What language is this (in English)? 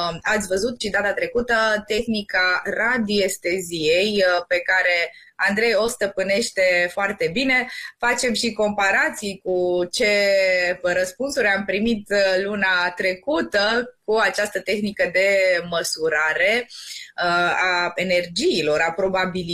Romanian